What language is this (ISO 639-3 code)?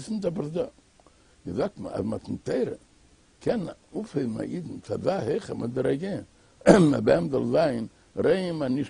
yid